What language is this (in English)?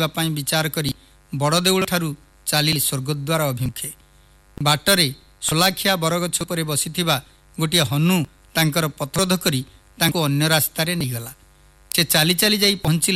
Odia